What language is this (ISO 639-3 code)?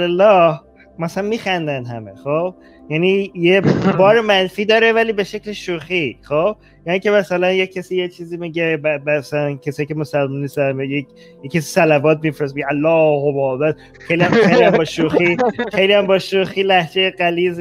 fas